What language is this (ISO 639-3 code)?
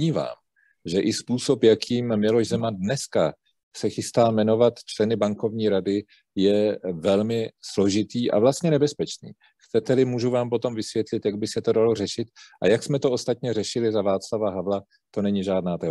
ces